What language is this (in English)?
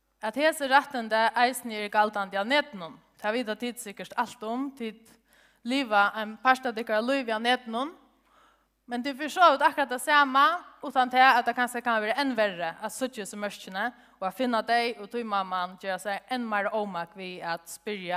Faroese